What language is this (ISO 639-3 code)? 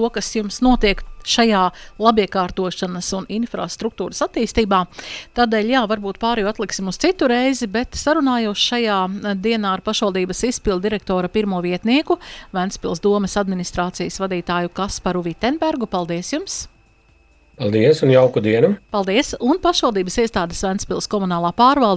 lav